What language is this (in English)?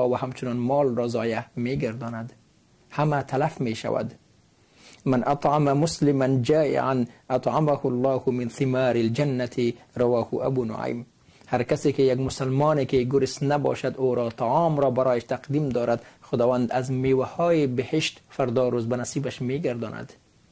Persian